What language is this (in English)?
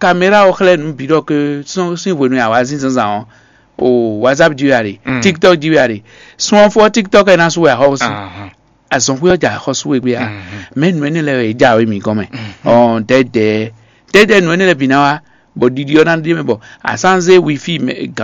Fon